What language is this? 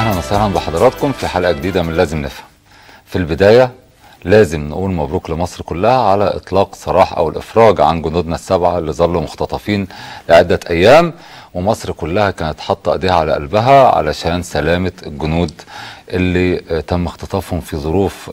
Egyptian Arabic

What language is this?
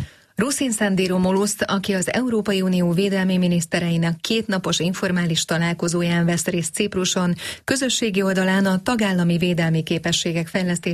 Hungarian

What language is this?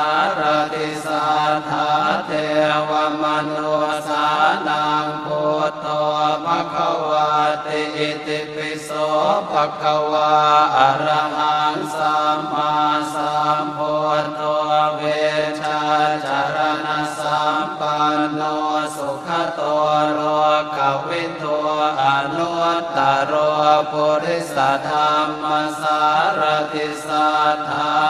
Pali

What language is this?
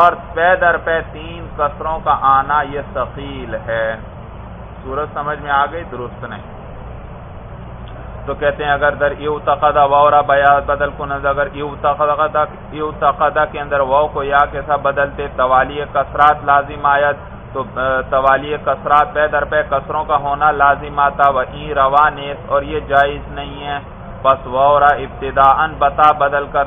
Urdu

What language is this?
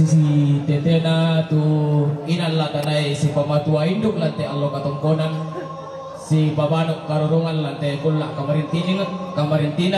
Toraja-Sa'dan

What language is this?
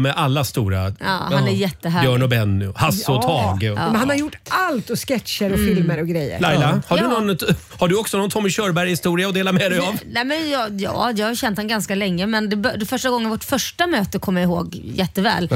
Swedish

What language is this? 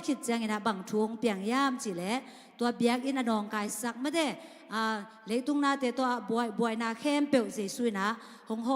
Tedim Chin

